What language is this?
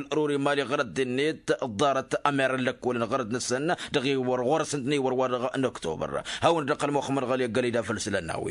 Tamasheq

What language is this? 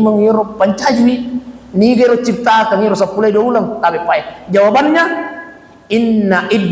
Buginese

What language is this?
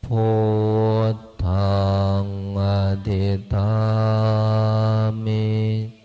Pali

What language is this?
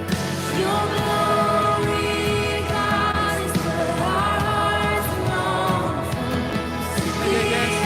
Plautdietsch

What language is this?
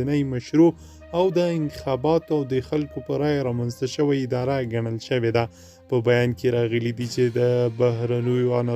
Pashto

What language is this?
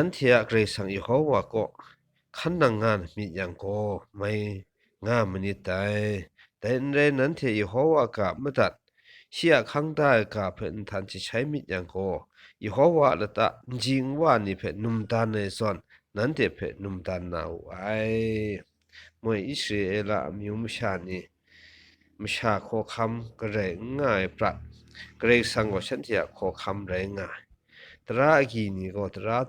Kachin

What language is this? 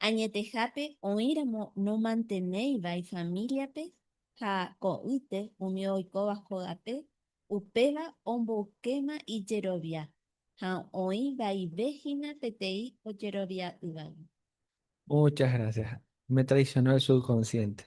Guarani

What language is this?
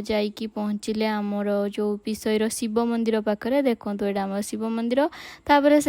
Odia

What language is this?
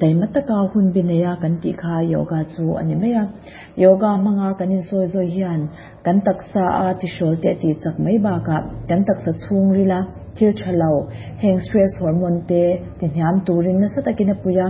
Mizo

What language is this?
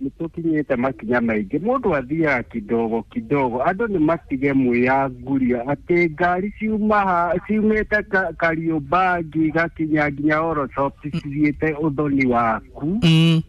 Kikuyu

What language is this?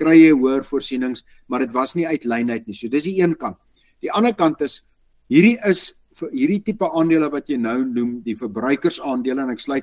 Afrikaans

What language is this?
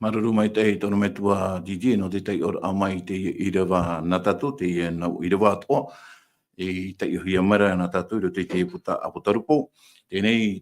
Tahitian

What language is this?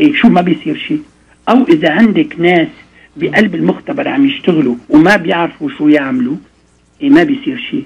North Levantine Arabic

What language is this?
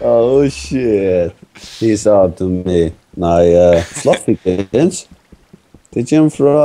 Faroese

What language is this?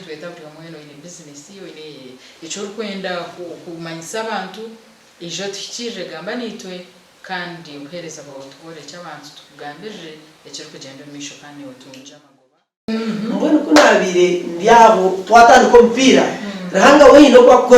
Nyankole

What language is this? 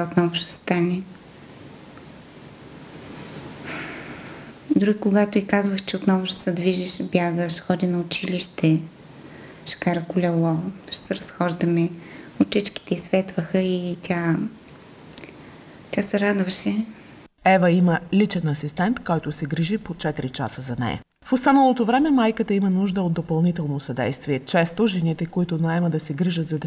Bulgarian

